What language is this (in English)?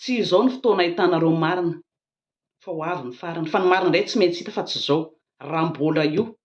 Malagasy